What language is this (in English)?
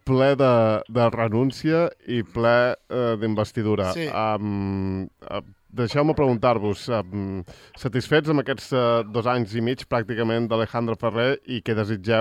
Catalan